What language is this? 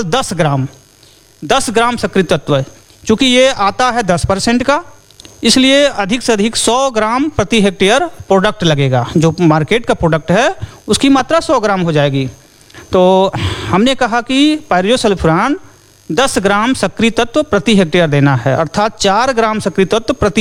Hindi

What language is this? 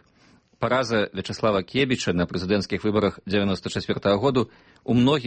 Belarusian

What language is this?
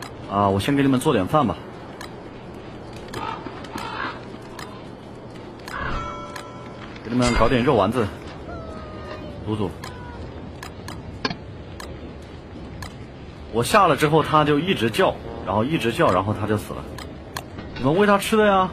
Chinese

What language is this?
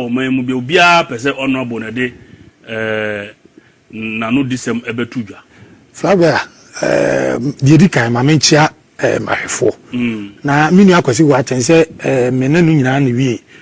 Akan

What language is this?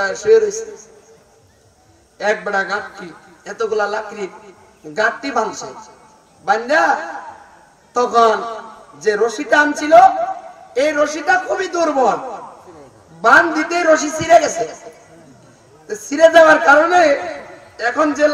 Bangla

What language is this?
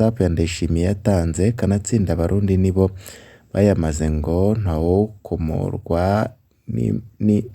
Rundi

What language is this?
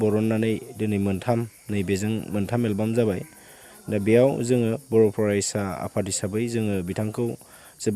Bodo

